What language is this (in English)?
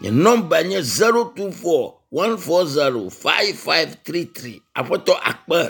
Ewe